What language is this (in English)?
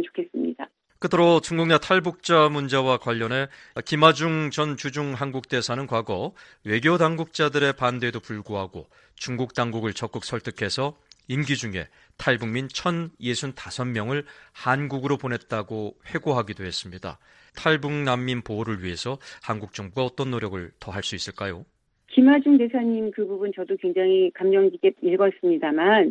Korean